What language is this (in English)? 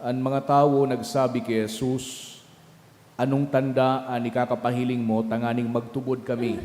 Bikol